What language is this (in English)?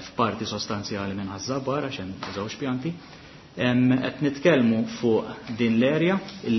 Maltese